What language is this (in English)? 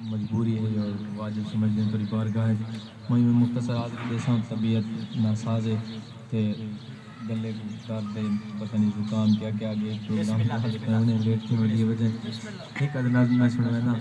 Saraiki